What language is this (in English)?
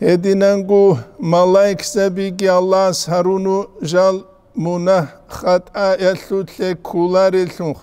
Avaric